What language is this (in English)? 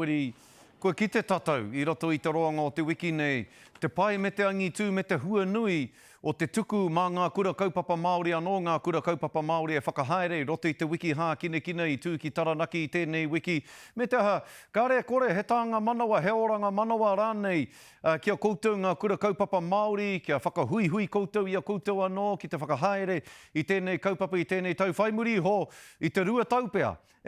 Māori